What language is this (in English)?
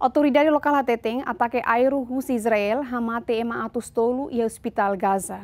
Tetum